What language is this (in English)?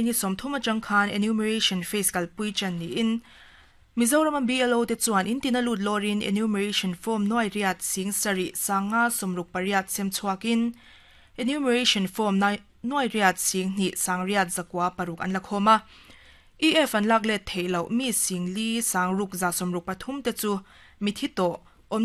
Mizo